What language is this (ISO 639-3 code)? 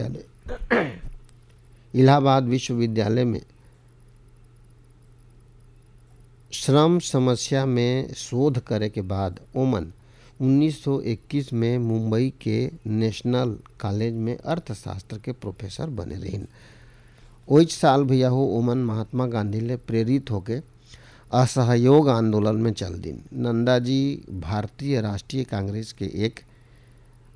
hne